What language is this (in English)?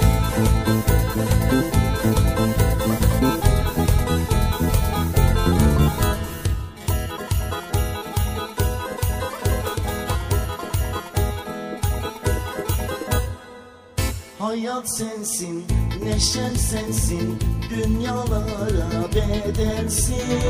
Turkish